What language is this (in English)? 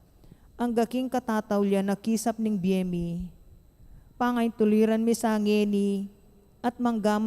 Pampanga